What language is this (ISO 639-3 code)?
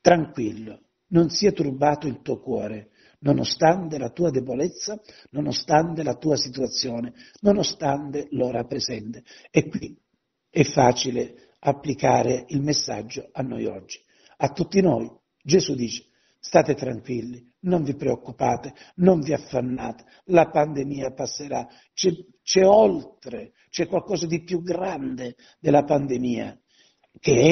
ita